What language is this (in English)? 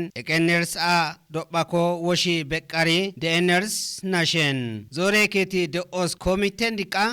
Kafa